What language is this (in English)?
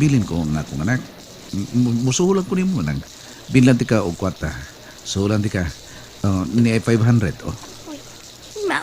Cebuano